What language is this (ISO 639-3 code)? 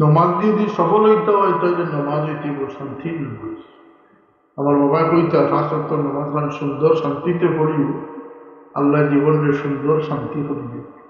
syl